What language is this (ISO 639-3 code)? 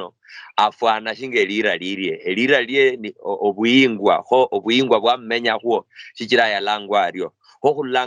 luy